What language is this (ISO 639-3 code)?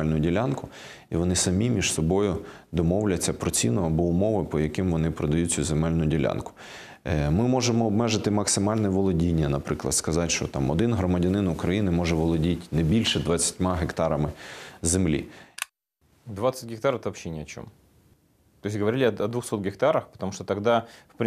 ukr